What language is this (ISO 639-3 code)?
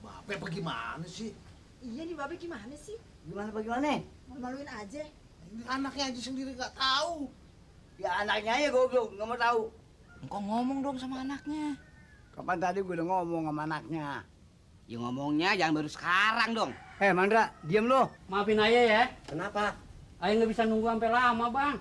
bew